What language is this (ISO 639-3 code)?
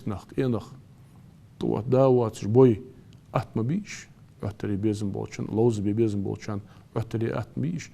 inh